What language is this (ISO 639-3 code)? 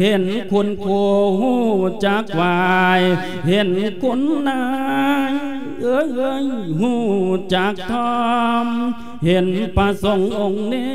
lao